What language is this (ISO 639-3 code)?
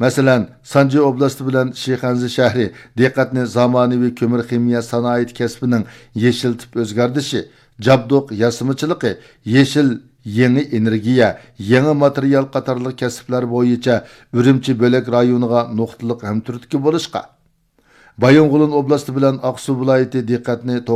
uig